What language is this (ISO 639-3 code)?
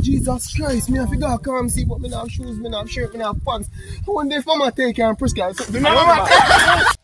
jam